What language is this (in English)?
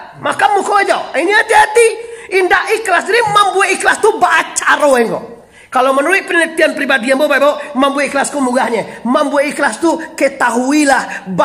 Minangkabau